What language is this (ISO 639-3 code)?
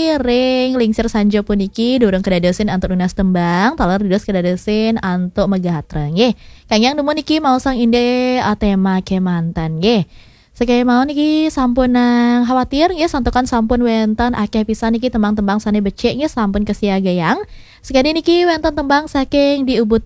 ban